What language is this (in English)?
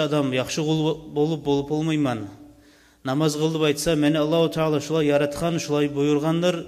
Kumyk